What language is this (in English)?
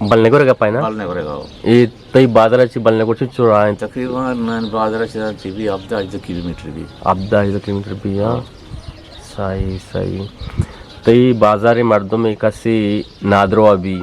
Eastern Balochi